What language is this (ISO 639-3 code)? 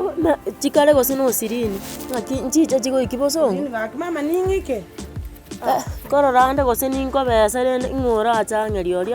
guz